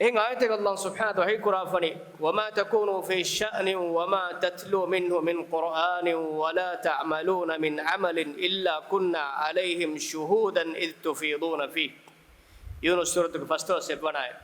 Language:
Divehi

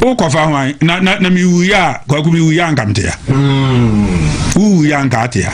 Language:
Akan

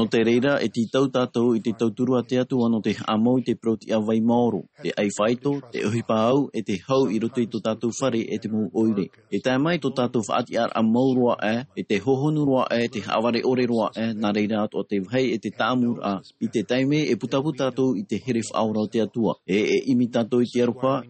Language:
Tahitian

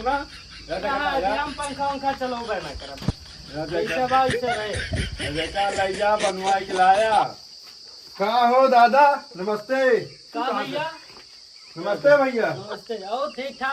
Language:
Awadhi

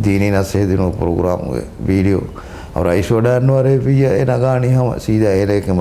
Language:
Divehi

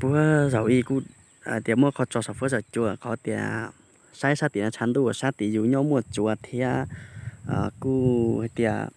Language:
Hmong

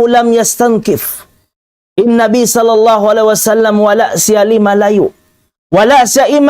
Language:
Tausug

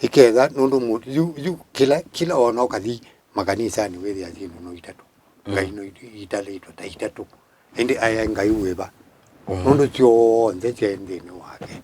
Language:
Kamba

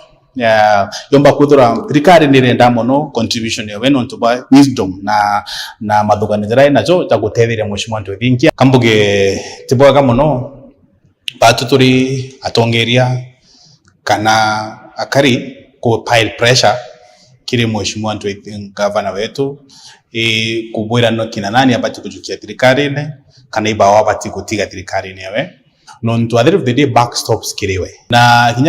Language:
Meru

